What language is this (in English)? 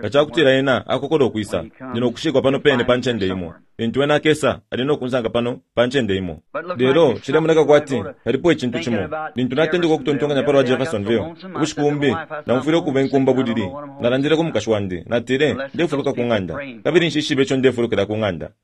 Bemba